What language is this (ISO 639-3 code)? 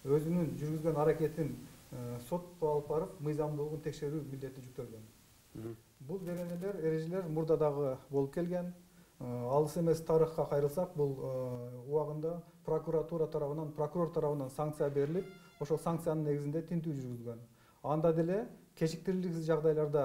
kir